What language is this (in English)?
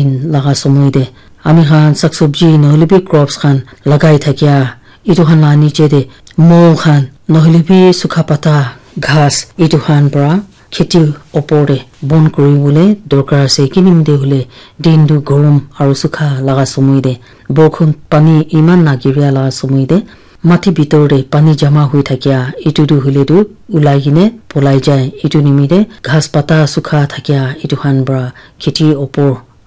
Naga Pidgin